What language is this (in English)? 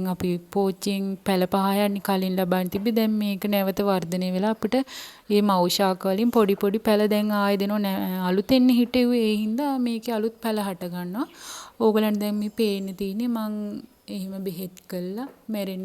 Sinhala